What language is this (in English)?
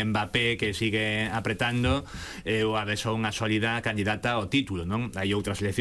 Galician